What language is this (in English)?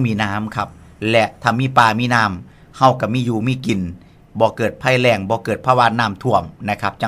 Northeastern Thai